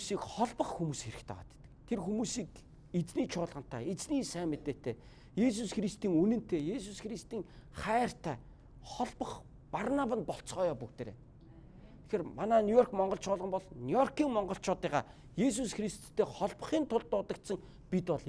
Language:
Mongolian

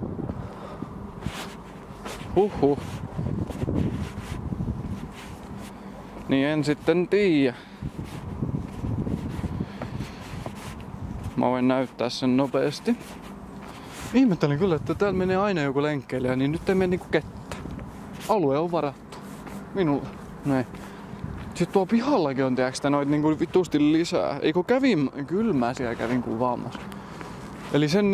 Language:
Finnish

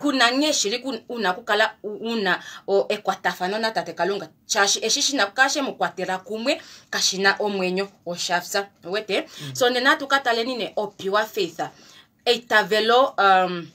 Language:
Kuanyama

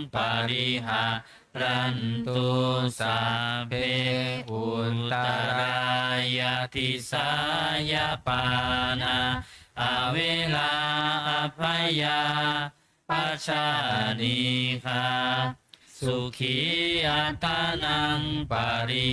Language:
Pali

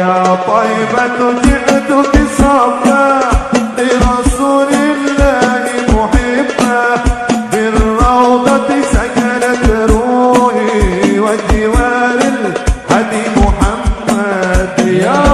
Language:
Arabic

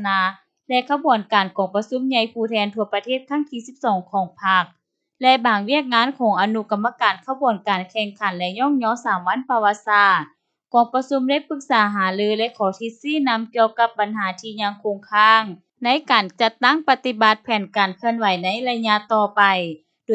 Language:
Lao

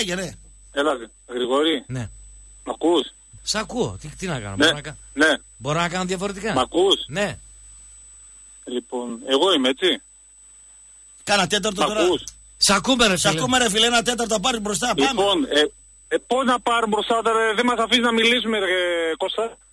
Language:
Greek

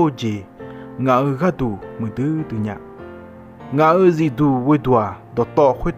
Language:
Akha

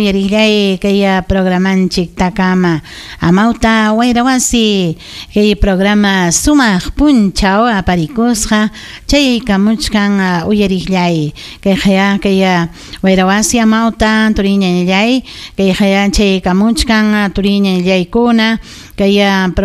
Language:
Ayacucho Quechua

